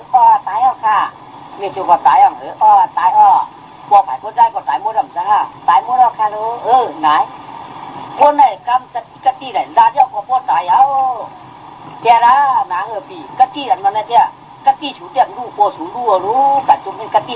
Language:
Shan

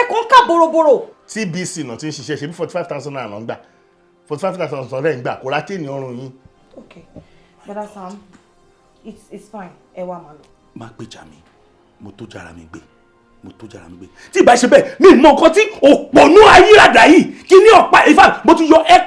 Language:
Yoruba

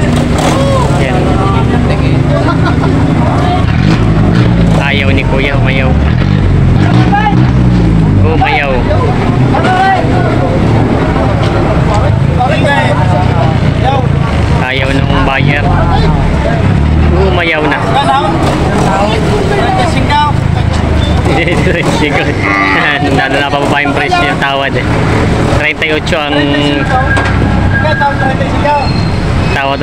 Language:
Filipino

